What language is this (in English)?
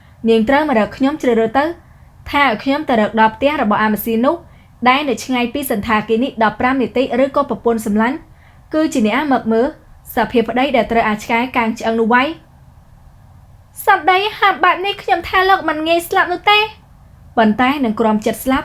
Khmer